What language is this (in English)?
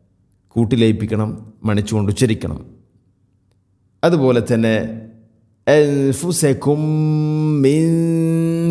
Malayalam